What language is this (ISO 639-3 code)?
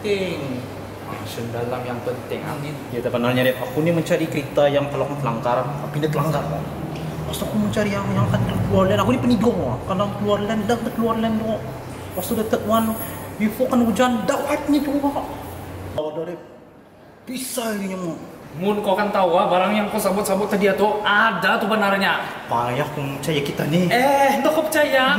msa